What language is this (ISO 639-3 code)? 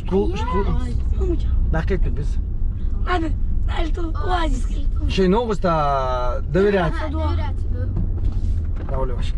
inh